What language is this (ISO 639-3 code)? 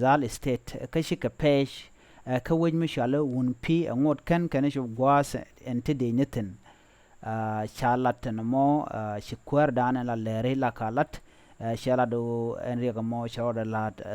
nus